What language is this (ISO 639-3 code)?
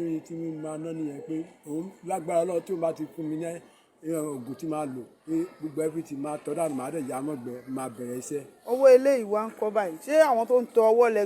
yor